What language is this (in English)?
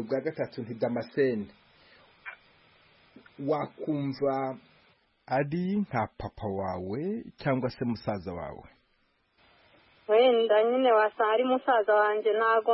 Kinyarwanda